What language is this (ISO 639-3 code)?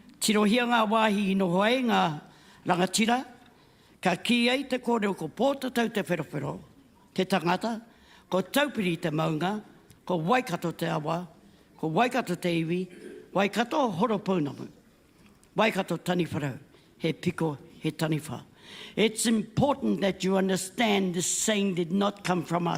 mri